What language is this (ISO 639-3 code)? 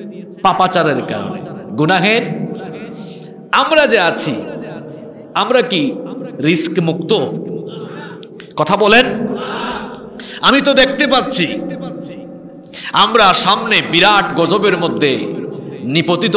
ben